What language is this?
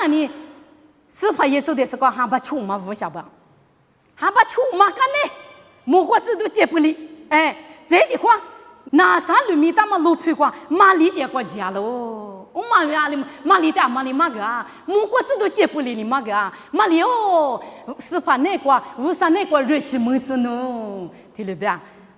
Lisu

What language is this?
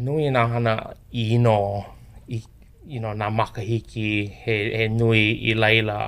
Hawaiian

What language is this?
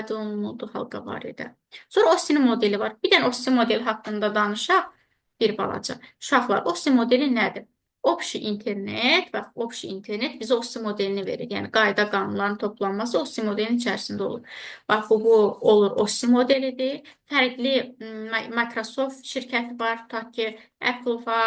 Azerbaijani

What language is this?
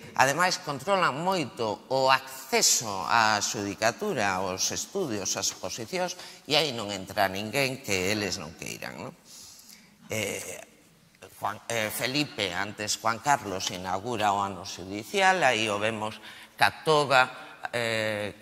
Galician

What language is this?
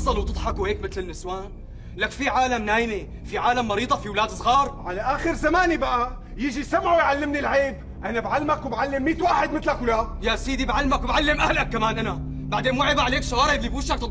North Levantine Arabic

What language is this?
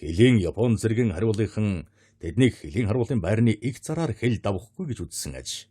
Mongolian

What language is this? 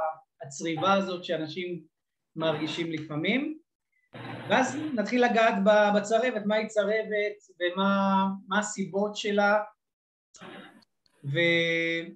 Hebrew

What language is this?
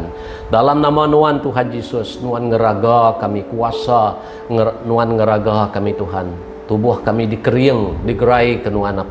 Iban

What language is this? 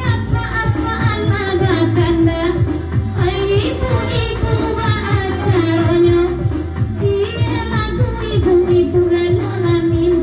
Minangkabau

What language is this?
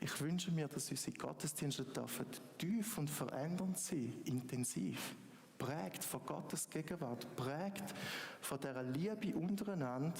Swiss German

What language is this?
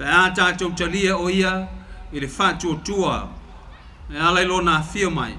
Samoan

